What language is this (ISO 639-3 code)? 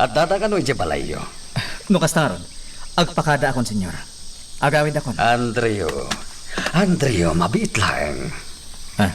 ilo